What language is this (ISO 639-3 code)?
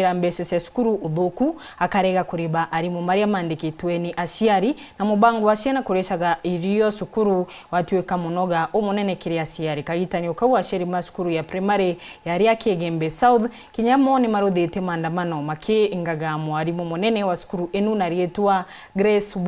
mer